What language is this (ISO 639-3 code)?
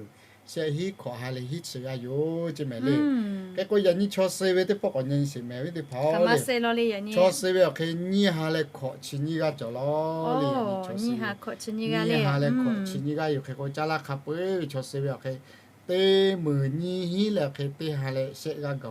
lhu